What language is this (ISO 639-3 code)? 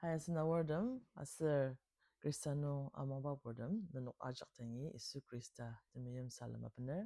njo